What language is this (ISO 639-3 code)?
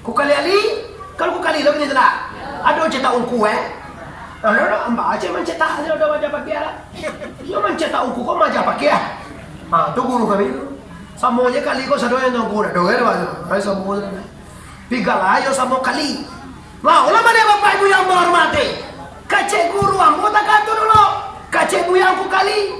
min